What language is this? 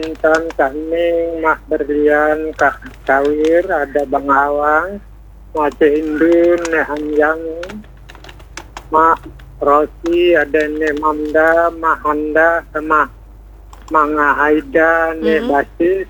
Indonesian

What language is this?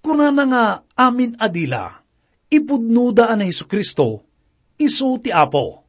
Iloko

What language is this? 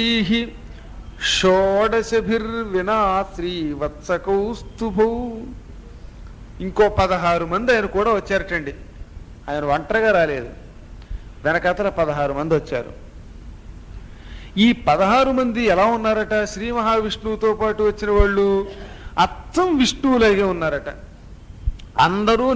Telugu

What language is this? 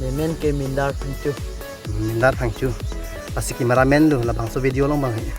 Karbi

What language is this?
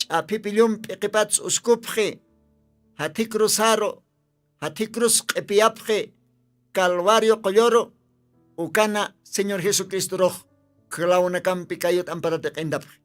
Aymara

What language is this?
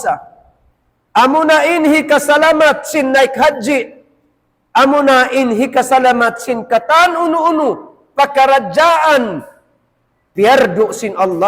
Tausug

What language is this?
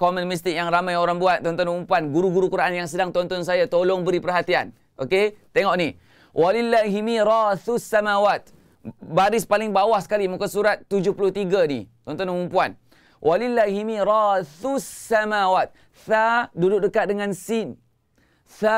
Malay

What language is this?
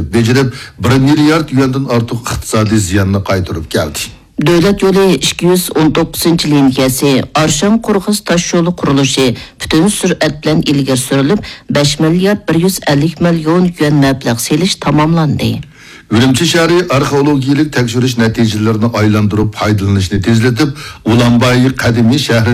Uyghur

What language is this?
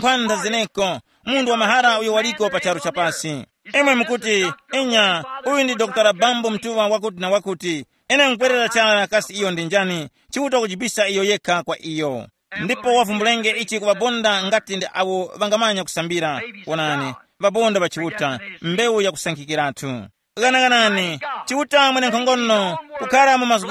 Tumbuka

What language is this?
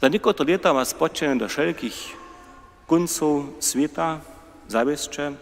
Upper Sorbian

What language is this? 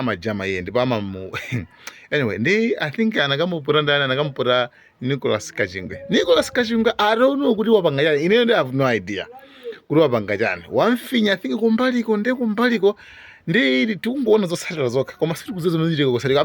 Nyanja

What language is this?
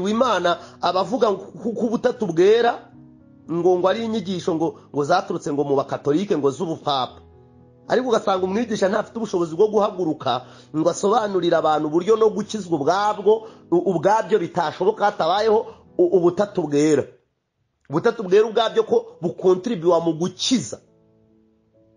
Kinyarwanda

